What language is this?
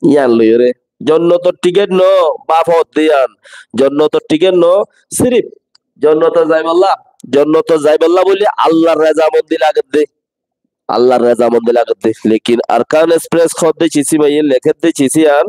Rohingya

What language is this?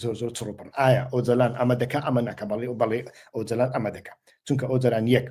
Central Kurdish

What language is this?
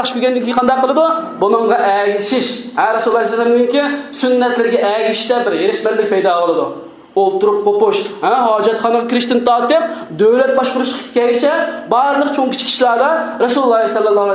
Uyghur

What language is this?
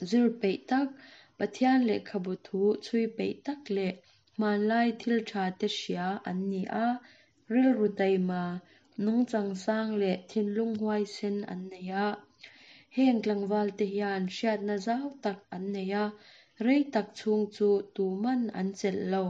Mizo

